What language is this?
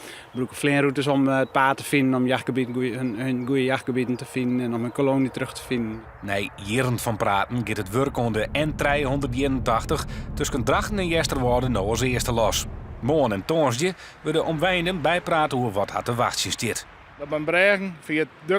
Western Frisian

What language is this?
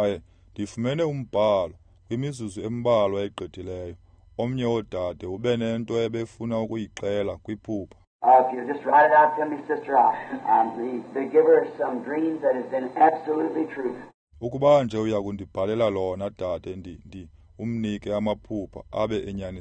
Xhosa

